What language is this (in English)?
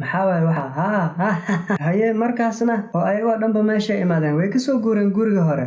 Somali